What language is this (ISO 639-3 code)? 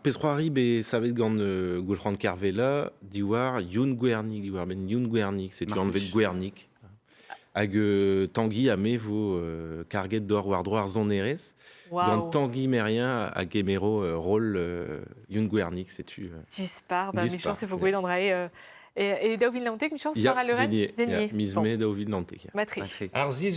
bre